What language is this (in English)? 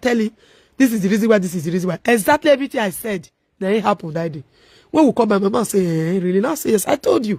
Nigerian Pidgin